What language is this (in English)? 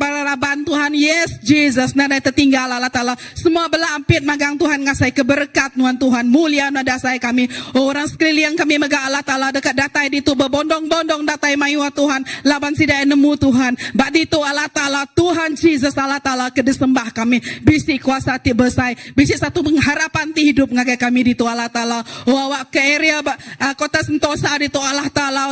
Iban